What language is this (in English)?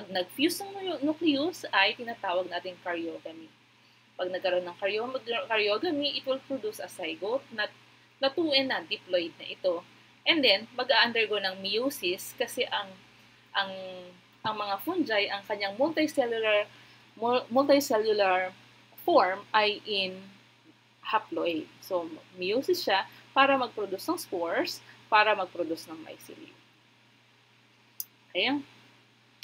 Filipino